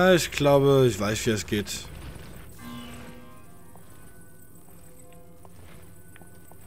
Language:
German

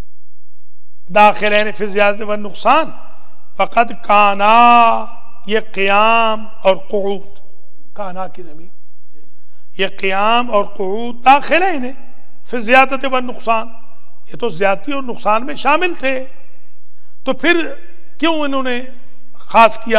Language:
Urdu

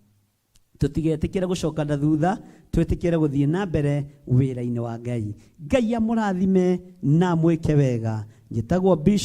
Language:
Kikuyu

